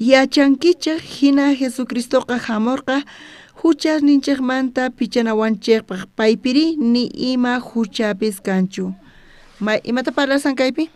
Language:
South Bolivian Quechua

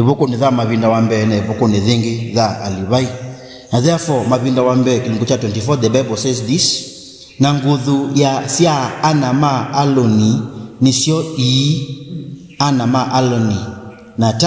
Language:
Kamba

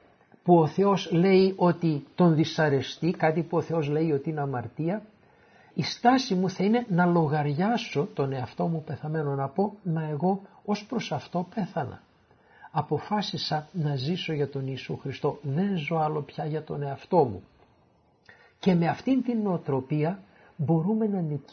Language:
Greek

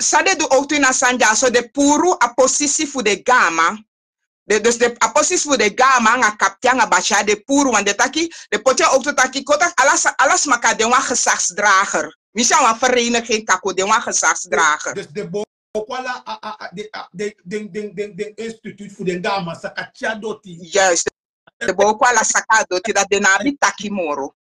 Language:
Sranan Tongo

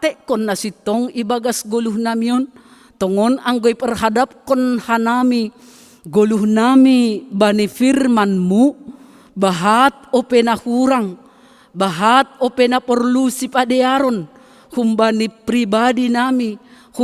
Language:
Batak Simalungun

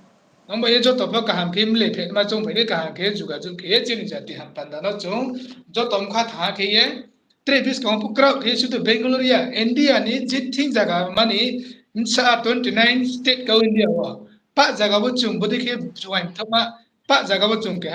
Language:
Riang (India)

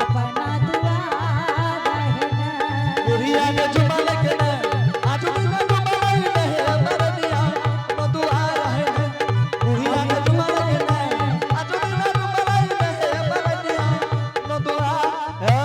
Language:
Angika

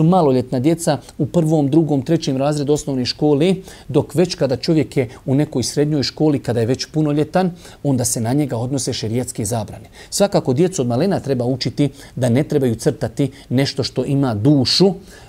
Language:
Bosnian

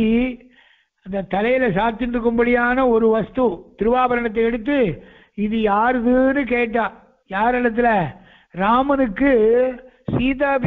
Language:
Tamil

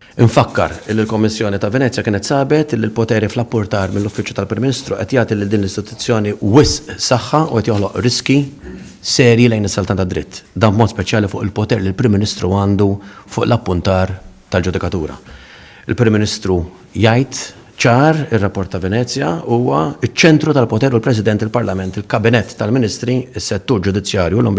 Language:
Maltese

